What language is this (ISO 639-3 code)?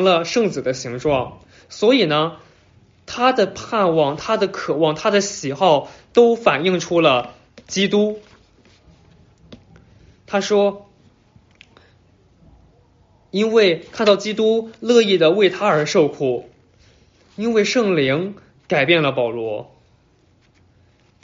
zho